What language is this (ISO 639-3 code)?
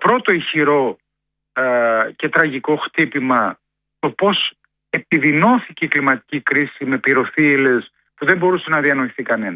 ell